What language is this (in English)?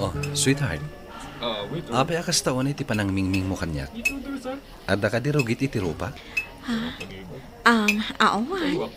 Iloko